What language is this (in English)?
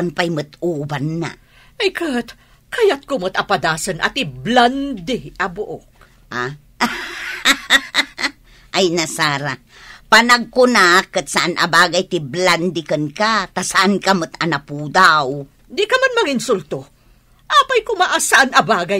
Iloko